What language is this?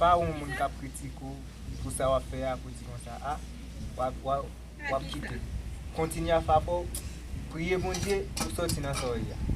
Haitian Creole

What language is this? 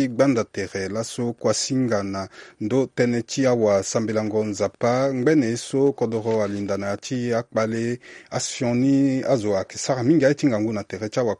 Sango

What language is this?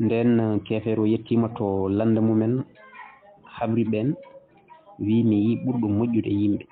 Fula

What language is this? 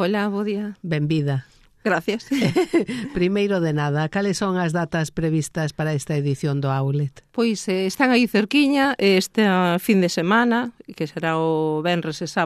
Galician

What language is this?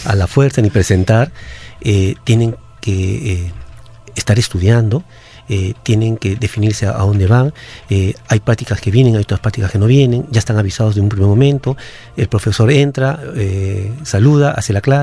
Spanish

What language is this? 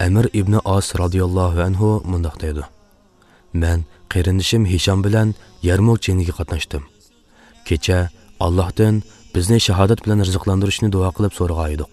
Uyghur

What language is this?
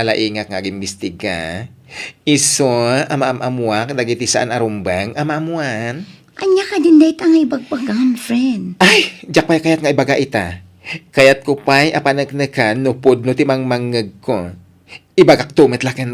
Iloko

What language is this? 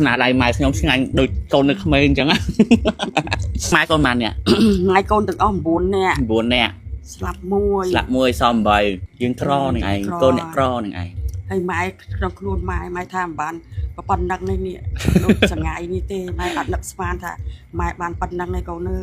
Khmer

